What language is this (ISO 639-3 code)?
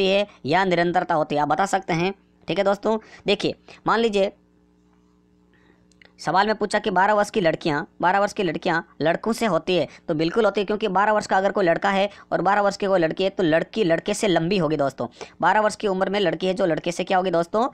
hin